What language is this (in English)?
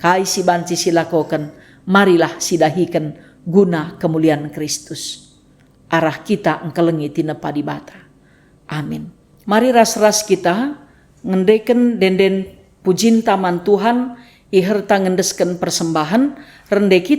Batak Karo